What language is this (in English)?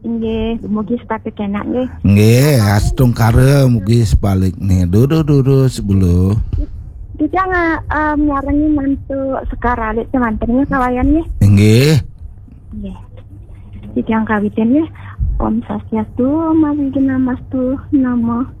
Balinese